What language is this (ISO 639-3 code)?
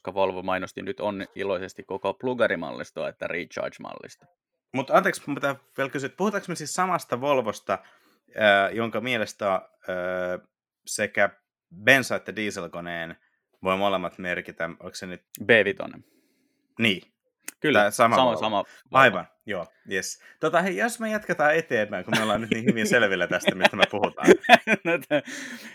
fin